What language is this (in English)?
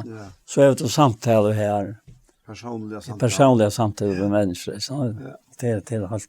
Faroese